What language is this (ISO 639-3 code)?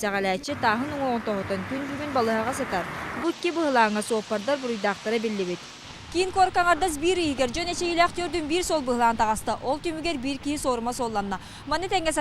sah